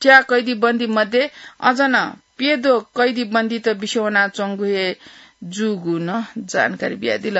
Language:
Newari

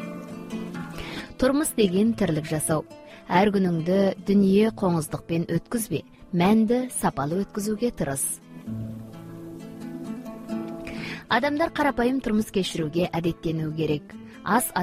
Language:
Kazakh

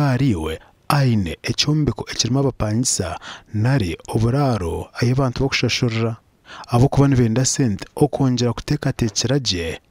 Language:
Nyankole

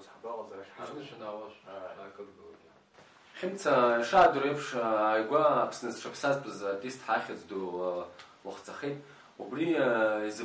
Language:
Abkhazian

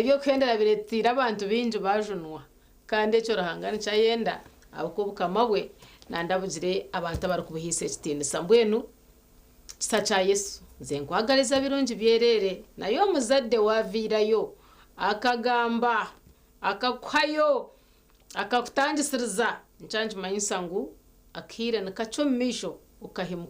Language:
Nyankole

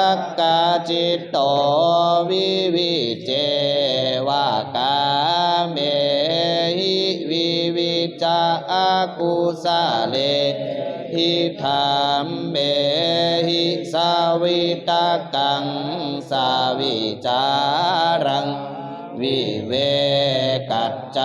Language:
Pali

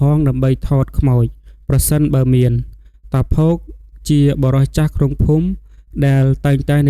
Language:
Khmer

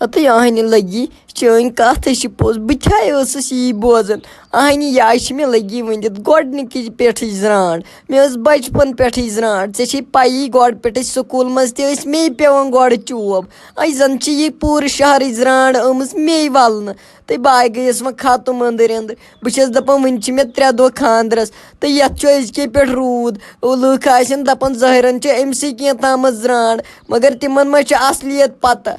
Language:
Kashmiri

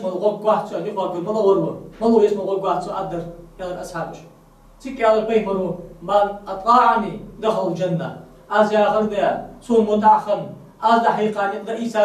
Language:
Ingush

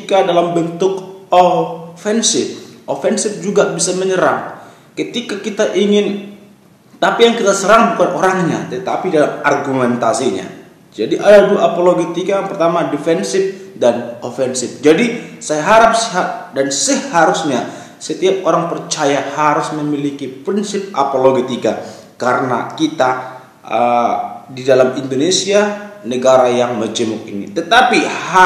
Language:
Indonesian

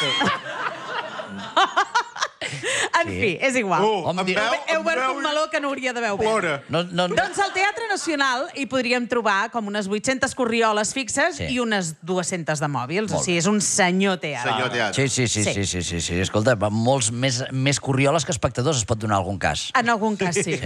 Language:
Catalan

